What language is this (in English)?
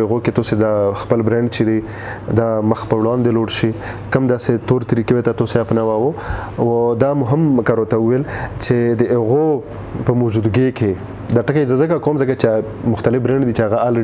Pashto